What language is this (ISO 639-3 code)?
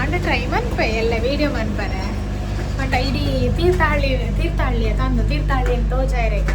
tcy